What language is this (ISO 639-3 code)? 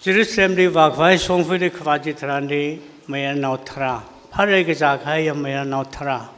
nmf